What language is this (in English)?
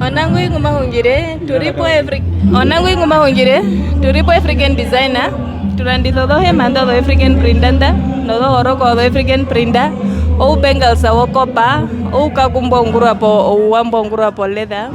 Herero